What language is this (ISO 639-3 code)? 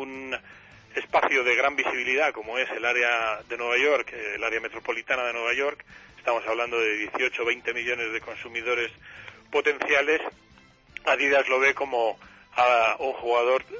spa